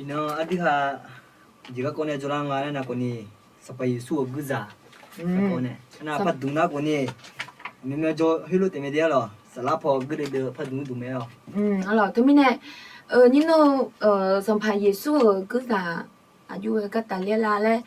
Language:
Akha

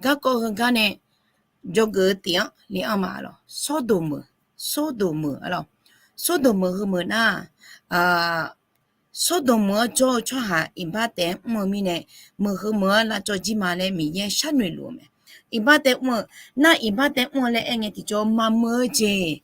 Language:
Akha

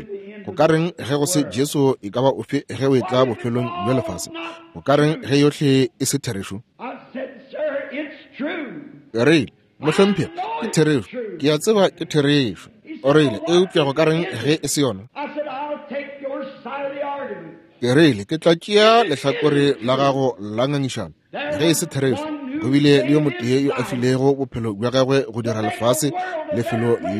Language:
Northern Sotho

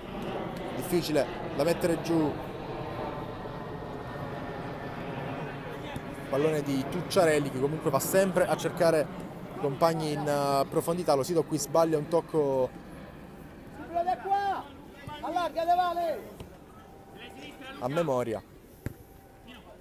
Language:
Italian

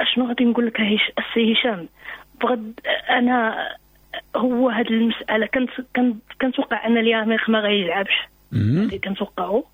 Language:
Moroccan Arabic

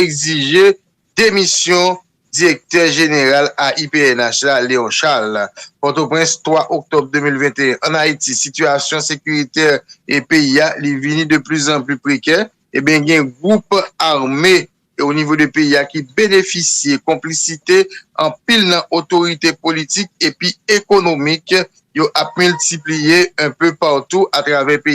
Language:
Haitian Creole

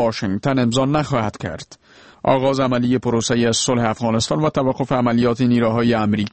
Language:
Persian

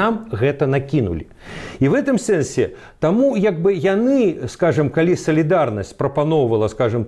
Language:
Belarusian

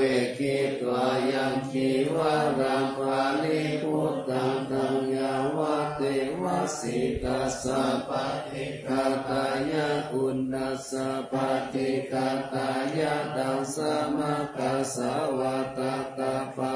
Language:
Pali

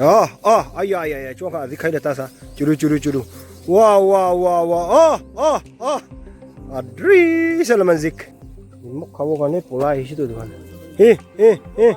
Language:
Naga Pidgin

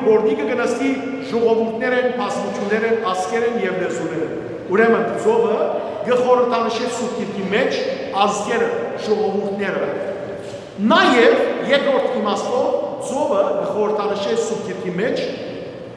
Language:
Western Armenian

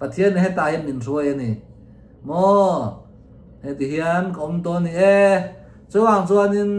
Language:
Mizo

